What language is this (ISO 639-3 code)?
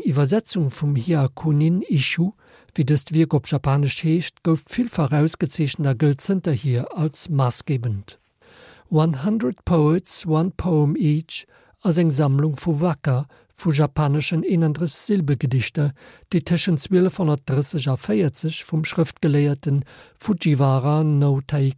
ltz